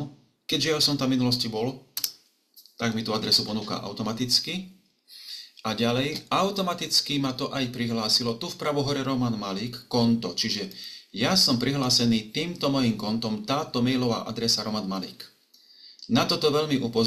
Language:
Slovak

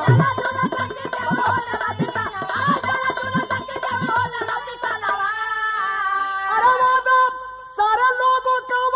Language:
Bhojpuri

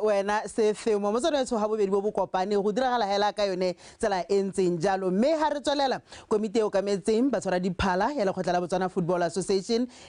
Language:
Tswana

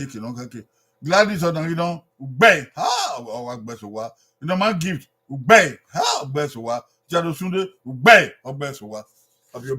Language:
Bini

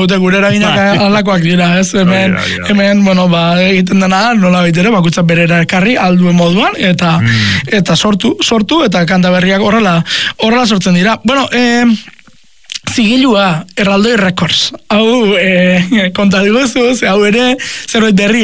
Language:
Basque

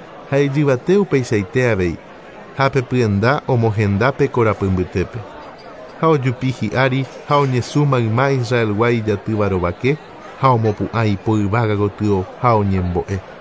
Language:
Guarani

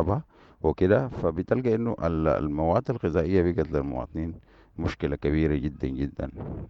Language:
Sudanese Arabic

